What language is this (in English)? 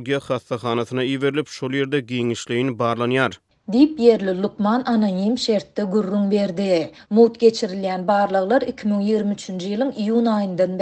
Turkmen